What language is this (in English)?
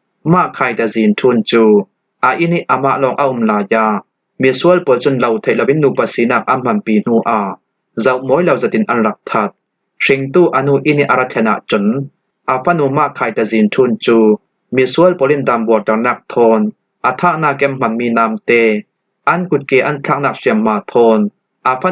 Falam Chin